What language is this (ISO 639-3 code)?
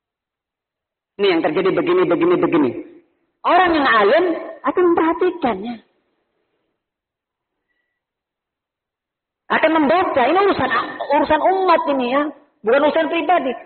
ind